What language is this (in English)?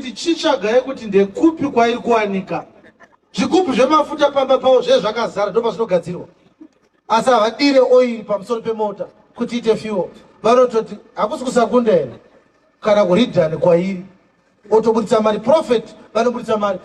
Shona